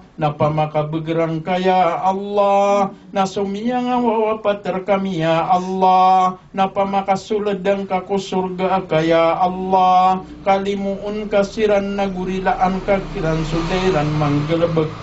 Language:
Maranao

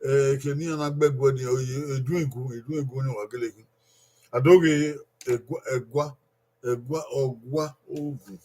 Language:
Bini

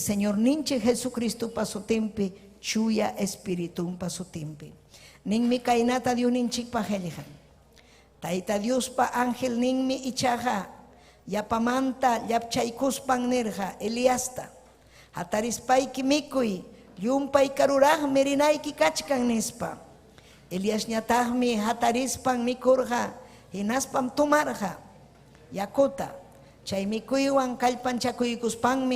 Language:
Ayacucho Quechua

